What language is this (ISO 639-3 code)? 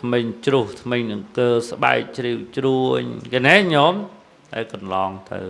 khm